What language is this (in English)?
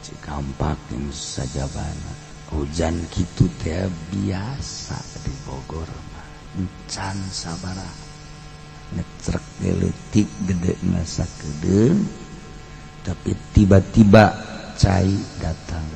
Sundanese